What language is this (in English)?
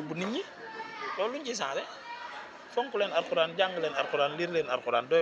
Wolof